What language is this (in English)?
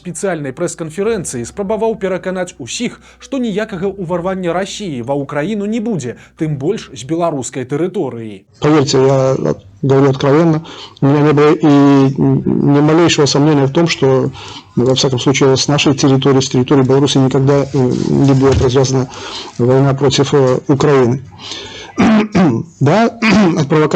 Belarusian